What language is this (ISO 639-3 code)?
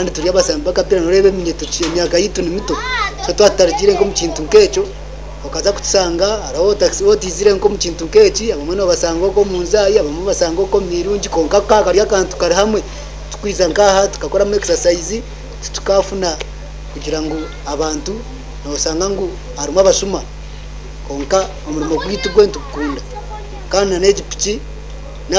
nyn